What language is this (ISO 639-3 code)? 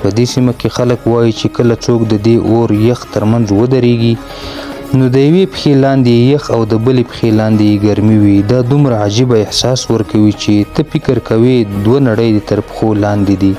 pus